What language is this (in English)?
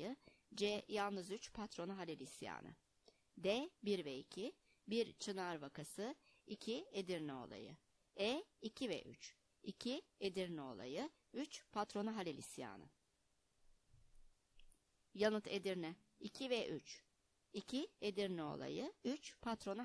Turkish